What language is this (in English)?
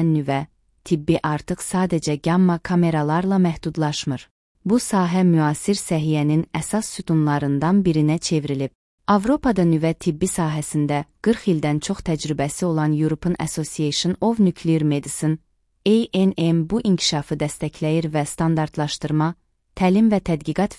Azerbaijani